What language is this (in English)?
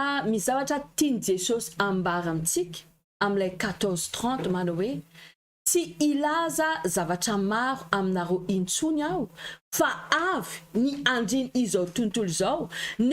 Malagasy